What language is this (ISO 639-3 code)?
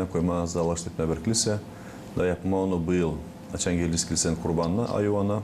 gag